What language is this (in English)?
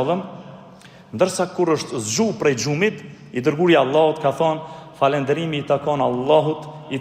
Albanian